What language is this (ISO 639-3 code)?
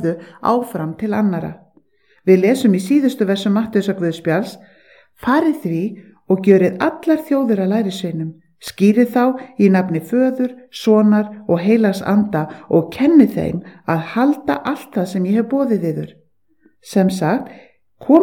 isl